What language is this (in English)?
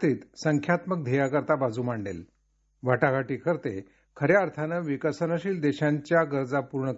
Marathi